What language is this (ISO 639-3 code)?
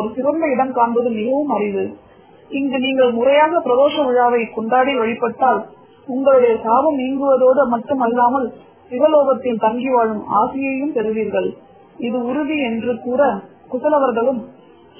tam